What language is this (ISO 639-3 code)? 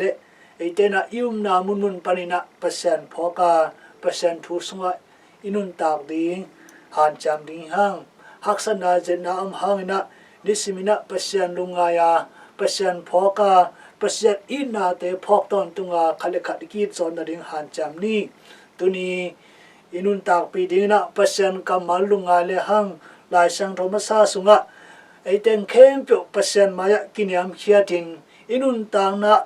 ctd